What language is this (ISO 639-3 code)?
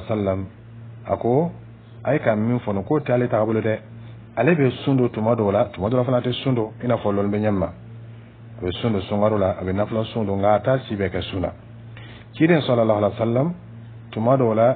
dyu